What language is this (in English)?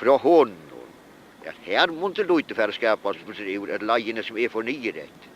Faroese